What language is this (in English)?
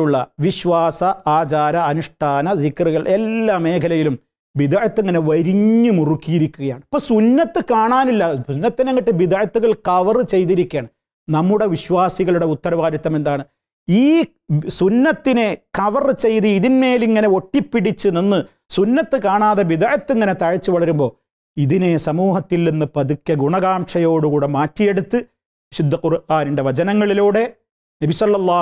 Malayalam